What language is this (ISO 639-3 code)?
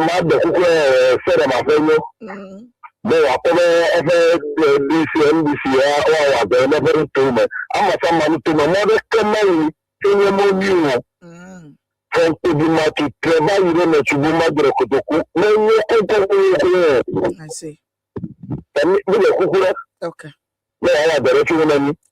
ewe